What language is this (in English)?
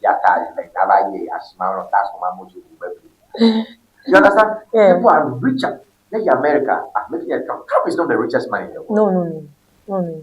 Ewe